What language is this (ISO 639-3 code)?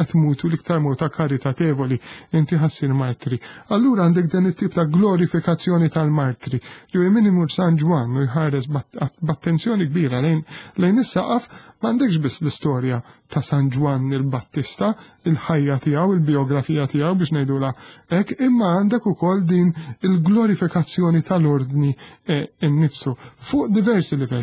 mlt